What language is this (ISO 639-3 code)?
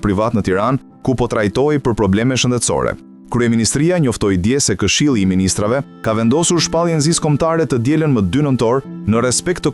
sqi